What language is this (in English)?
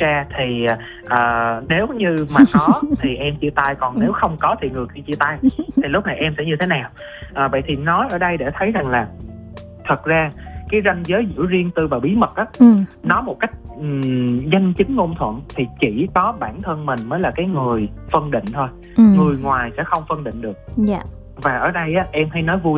Vietnamese